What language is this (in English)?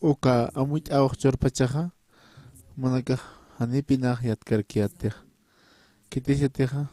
Aymara